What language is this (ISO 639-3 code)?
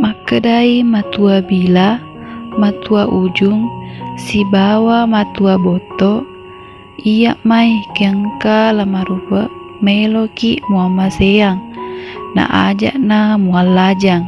bug